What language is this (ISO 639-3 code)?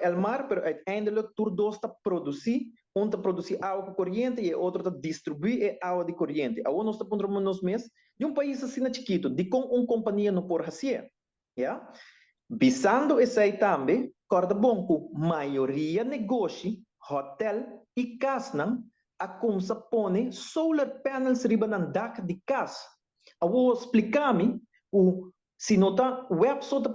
pap